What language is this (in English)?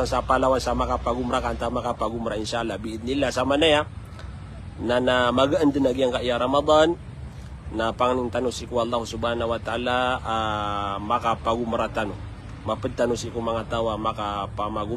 Maranao